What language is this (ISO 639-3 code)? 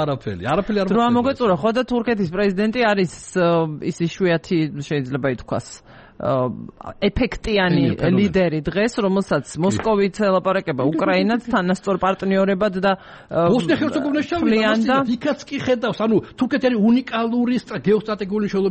kat